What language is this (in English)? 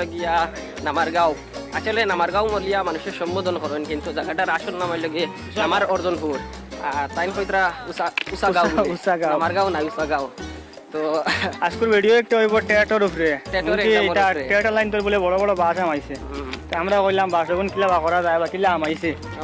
Sylheti